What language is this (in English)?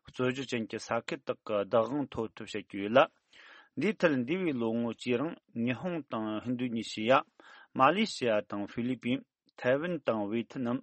Tibetan